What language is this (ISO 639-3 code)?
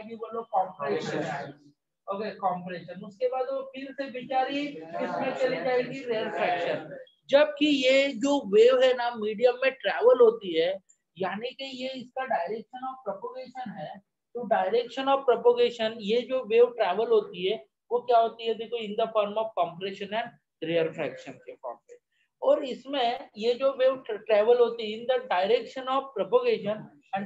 hin